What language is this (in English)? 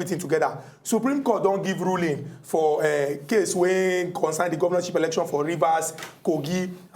Nigerian Pidgin